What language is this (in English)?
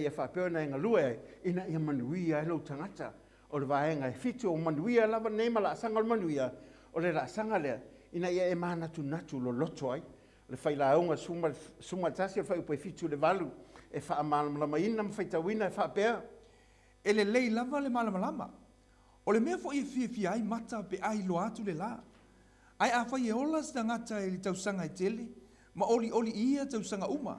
Samoan